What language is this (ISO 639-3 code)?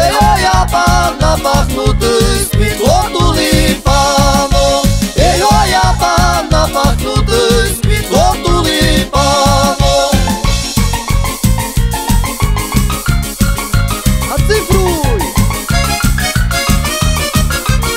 ron